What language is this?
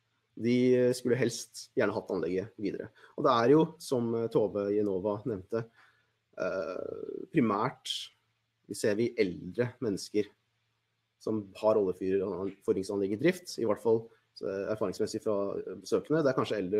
Norwegian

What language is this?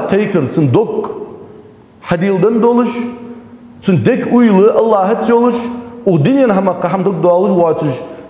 Ingush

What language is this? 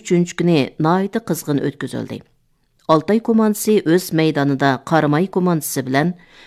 Uyghur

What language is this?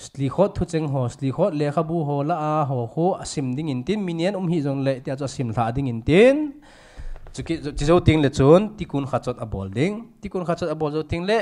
Thado Chin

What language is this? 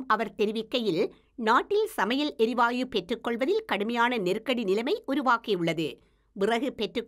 Tamil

